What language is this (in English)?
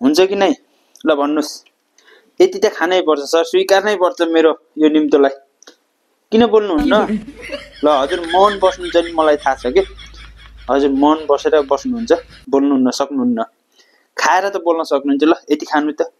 Nepali